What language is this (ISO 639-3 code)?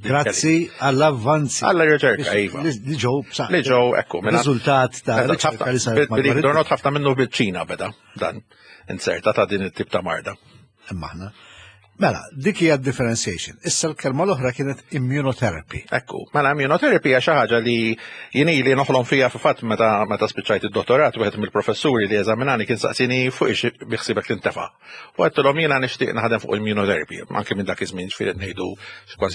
mlt